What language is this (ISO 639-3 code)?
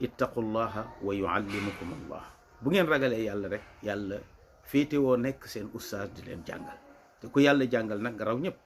wol